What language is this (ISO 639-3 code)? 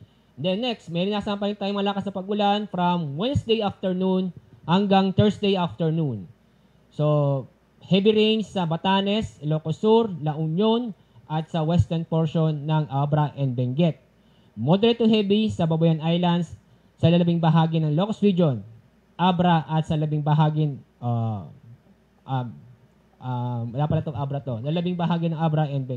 fil